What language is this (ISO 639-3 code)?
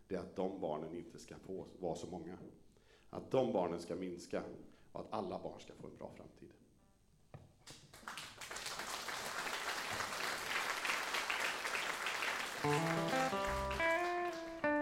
swe